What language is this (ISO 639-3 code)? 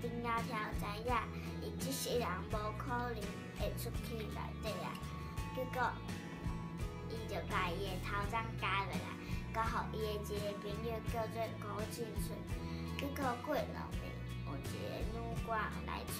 nan